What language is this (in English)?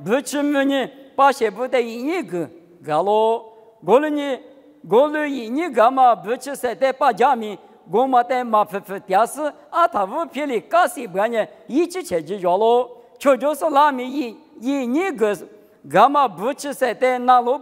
Lisu